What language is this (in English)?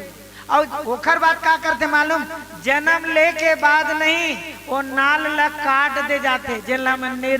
Chhattisgarhi